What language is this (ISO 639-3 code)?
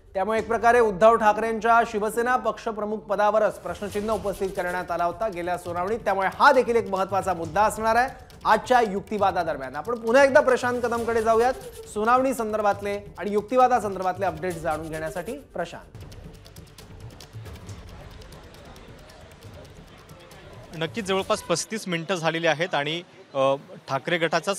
mar